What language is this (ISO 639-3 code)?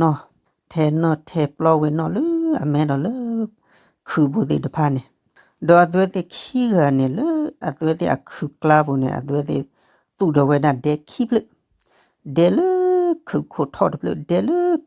ksw